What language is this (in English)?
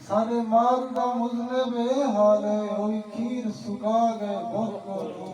Saraiki